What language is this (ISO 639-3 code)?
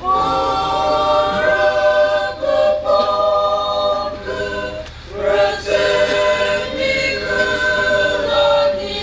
nri